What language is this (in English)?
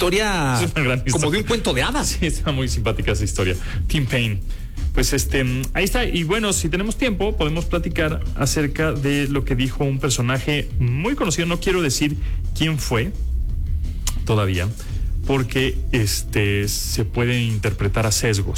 Spanish